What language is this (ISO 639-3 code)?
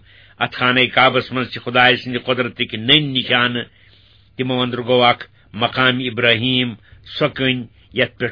kas